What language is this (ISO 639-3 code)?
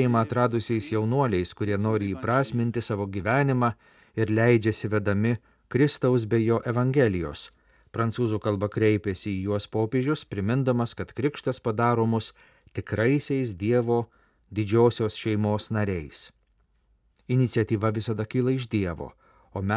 lit